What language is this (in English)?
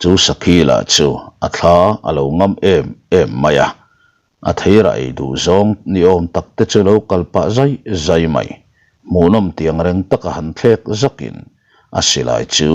Mizo